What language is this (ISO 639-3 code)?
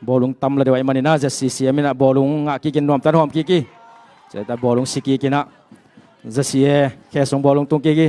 ctd